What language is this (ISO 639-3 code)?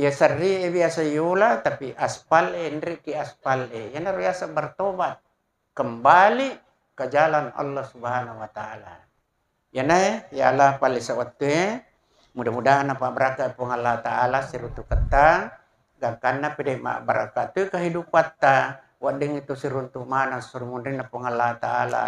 bug